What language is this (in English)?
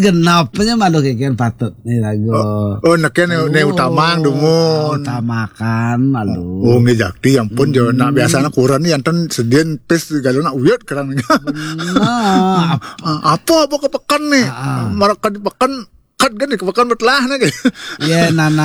Balinese